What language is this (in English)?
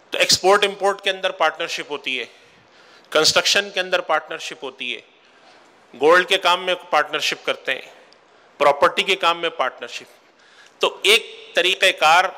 Urdu